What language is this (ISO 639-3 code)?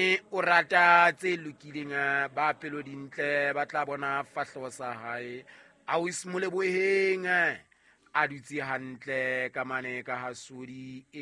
sot